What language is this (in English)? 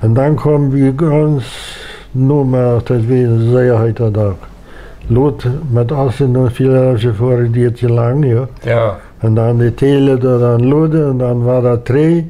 Plautdietsch